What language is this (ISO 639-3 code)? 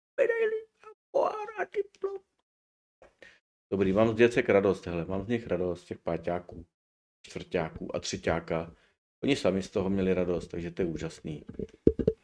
ces